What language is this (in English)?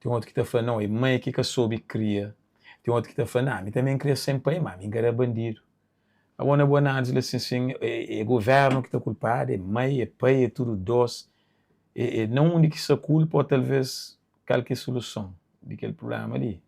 Kabuverdianu